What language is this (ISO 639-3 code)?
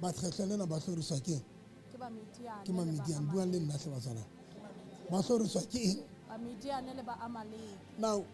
sot